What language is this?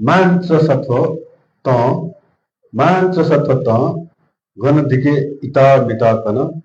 Newari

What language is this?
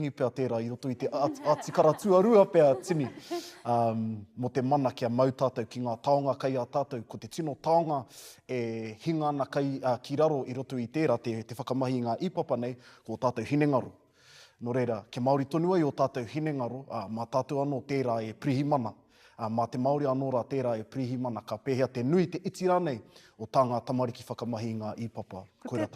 Māori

